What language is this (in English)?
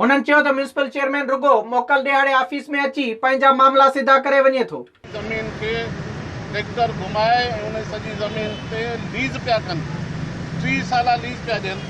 Sindhi